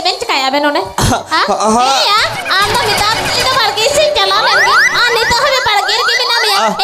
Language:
Santali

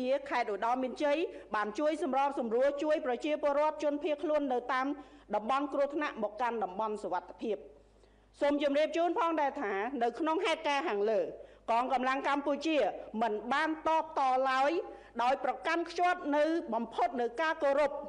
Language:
Khmer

